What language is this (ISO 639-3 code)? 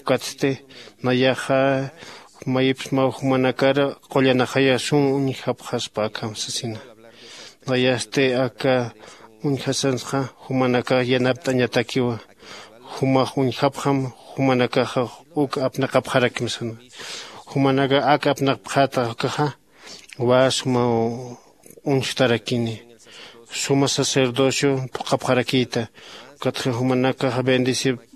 aym